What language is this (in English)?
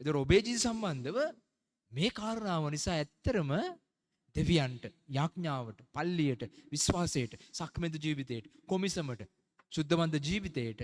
Sinhala